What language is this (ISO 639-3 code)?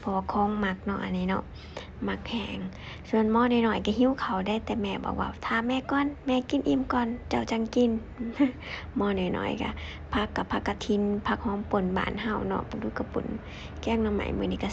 lao